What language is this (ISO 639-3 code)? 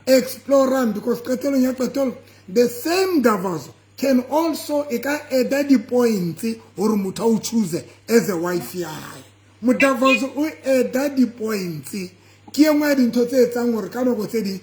sot